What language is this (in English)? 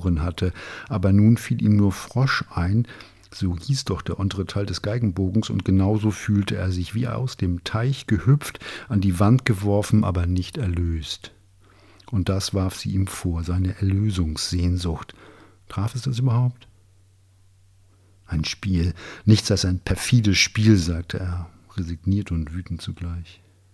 German